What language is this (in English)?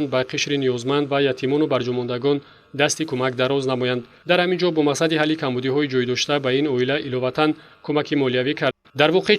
Tajik